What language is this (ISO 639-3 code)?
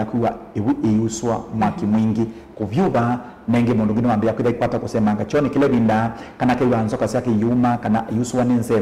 kam